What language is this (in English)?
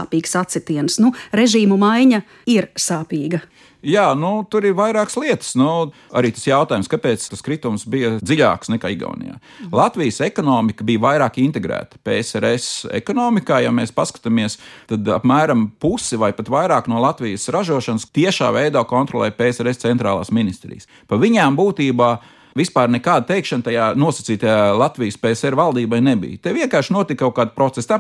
Latvian